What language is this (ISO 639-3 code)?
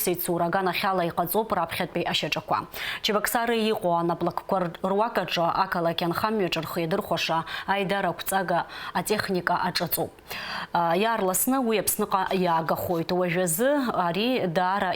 abk